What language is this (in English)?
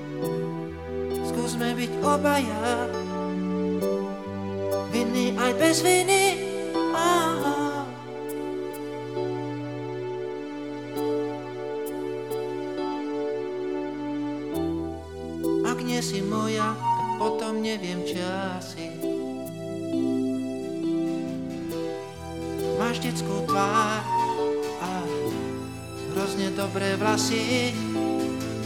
Slovak